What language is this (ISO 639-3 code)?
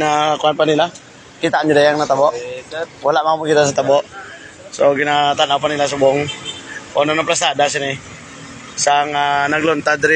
hil